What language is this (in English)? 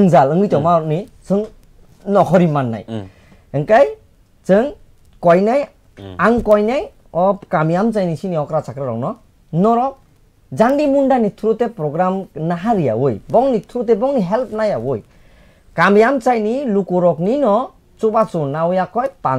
Kok Borok